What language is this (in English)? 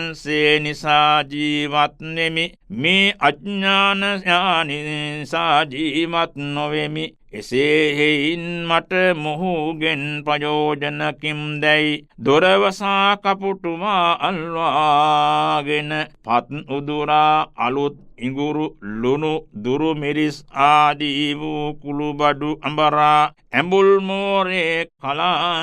Sinhala